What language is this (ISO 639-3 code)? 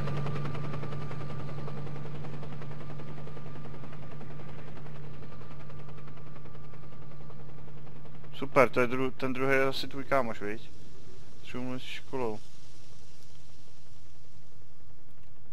ces